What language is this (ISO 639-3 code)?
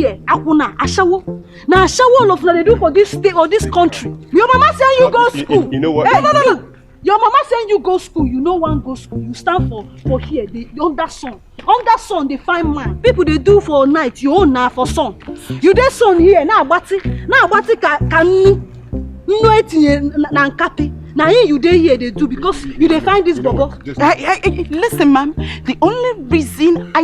pcm